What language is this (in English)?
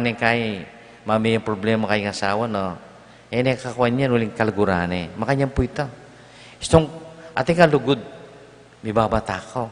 Pampanga